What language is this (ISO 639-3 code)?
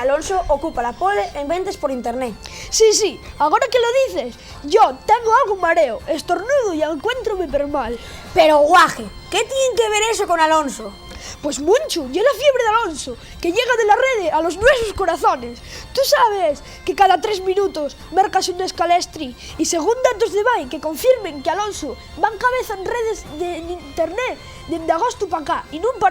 ast